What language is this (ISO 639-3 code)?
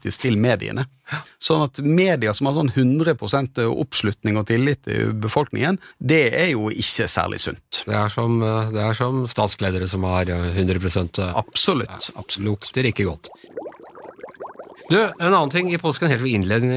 nor